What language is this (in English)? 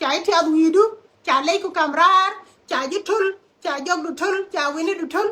Nuer